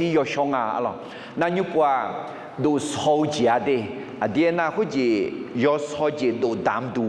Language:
Akha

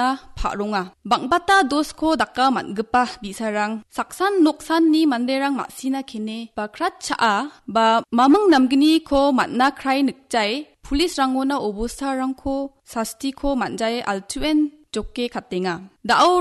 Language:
Garo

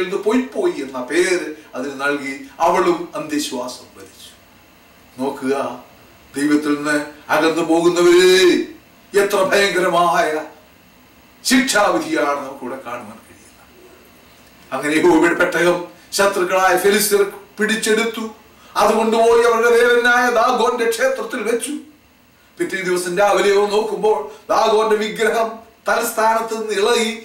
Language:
Malayalam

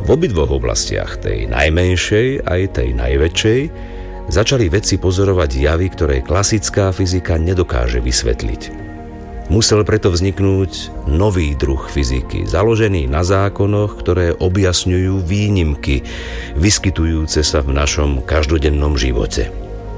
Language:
Slovak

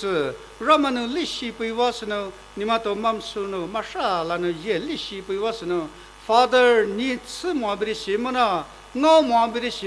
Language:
Poumei Naga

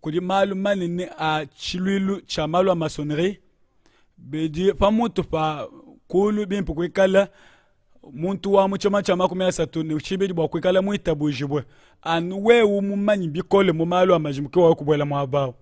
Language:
Luba-Lulua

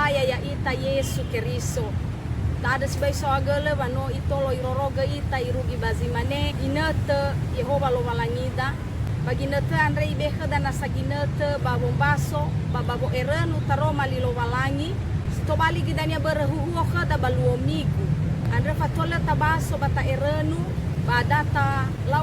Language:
Nias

